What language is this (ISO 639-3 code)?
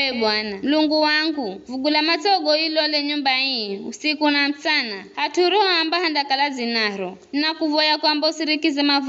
nyf